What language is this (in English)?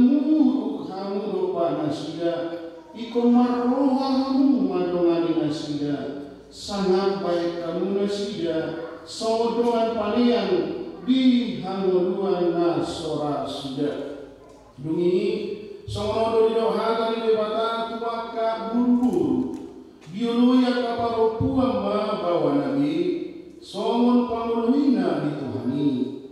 Batak Toba